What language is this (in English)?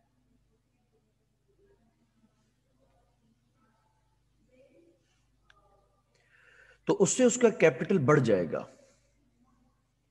Hindi